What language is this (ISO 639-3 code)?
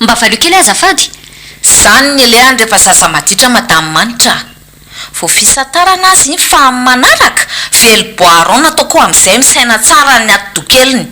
mlg